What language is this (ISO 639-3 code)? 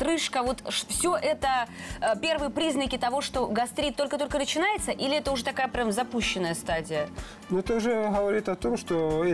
rus